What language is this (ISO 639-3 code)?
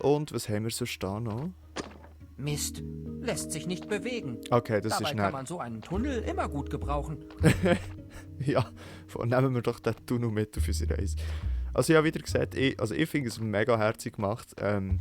gsw